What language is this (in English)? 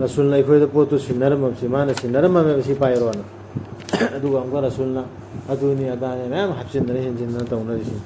Manipuri